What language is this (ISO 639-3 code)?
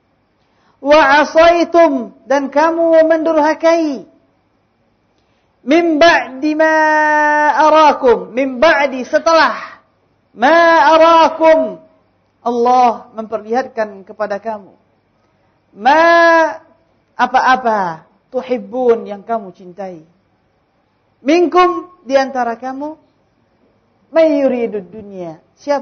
ind